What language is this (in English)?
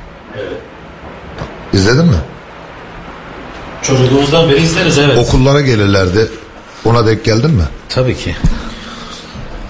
Turkish